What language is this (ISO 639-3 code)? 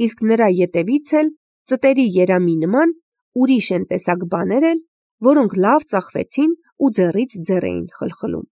hye